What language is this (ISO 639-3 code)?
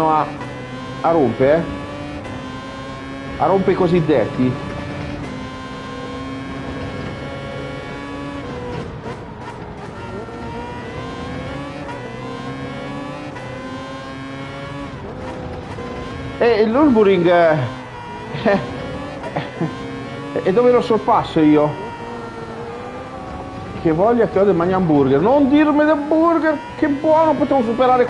ita